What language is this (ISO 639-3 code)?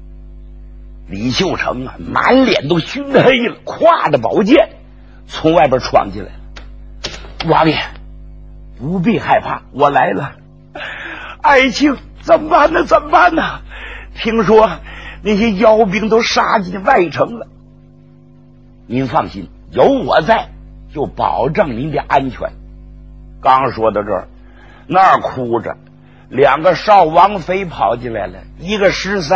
zho